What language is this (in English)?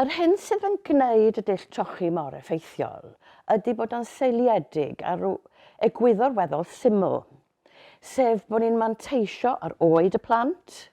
Welsh